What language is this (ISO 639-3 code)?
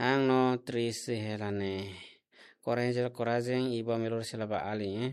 tet